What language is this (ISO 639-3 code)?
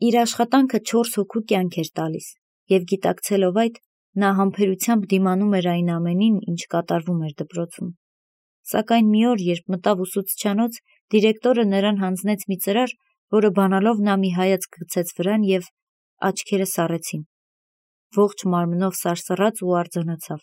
hye